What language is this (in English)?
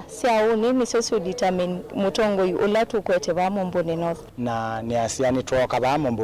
Kamba